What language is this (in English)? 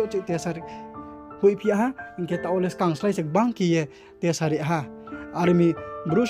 Riang (India)